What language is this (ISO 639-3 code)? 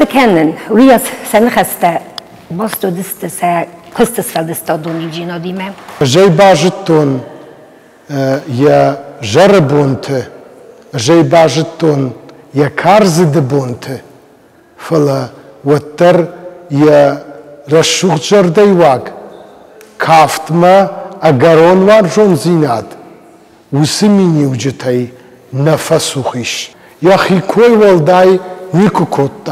oss